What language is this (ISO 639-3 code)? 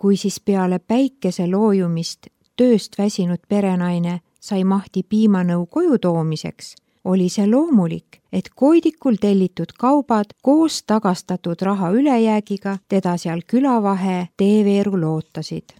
est